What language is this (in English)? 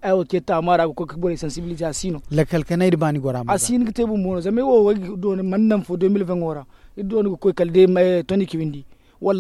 Zarma